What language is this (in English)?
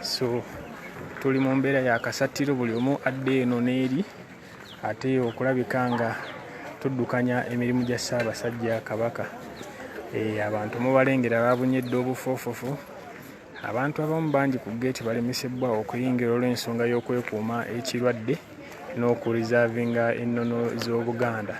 Ganda